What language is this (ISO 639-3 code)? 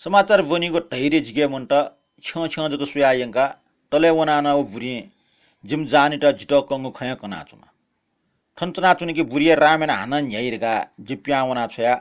new